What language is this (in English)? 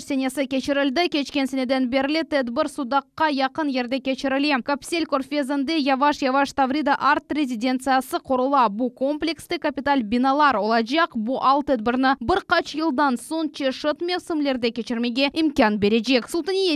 Crimean Tatar